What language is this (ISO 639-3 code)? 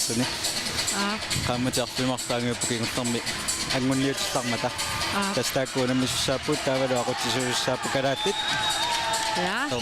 kal